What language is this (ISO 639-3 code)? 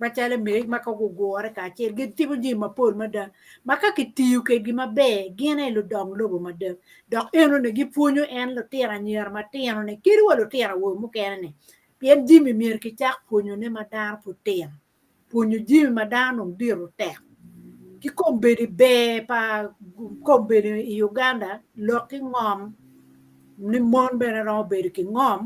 ach